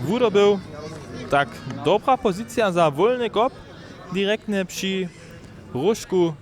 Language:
Upper Sorbian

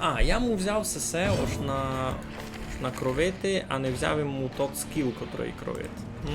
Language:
Rusyn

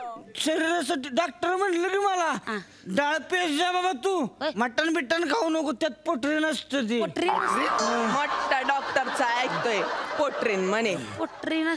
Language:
Marathi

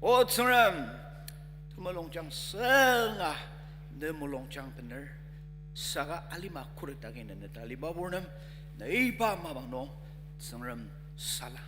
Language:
Ao Naga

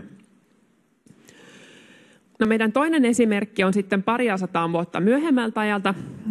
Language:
Finnish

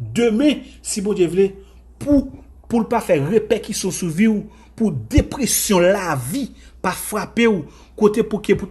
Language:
Haitian Creole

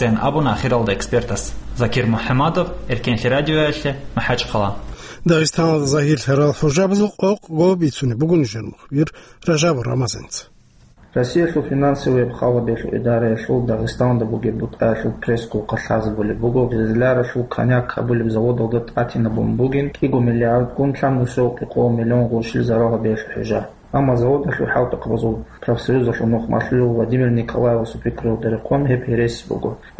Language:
Avaric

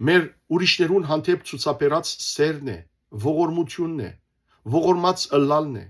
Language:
Western Armenian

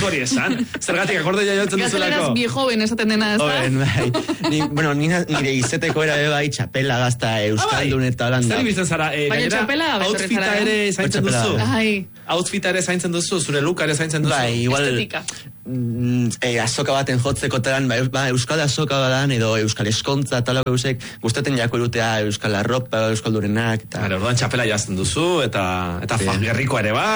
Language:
Basque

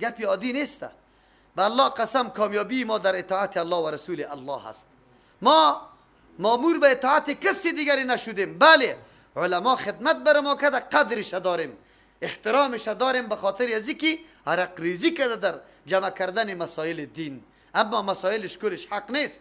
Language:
Persian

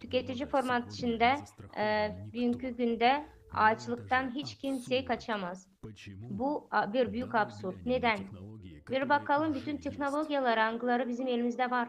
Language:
Gagauz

